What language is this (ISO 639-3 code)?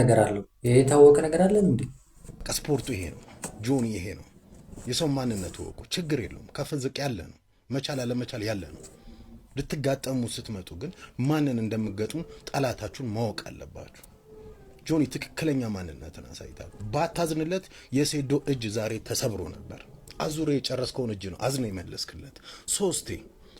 amh